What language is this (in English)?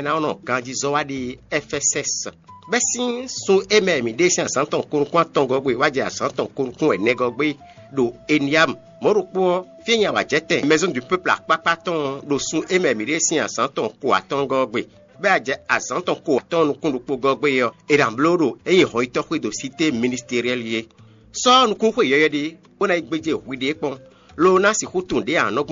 Fon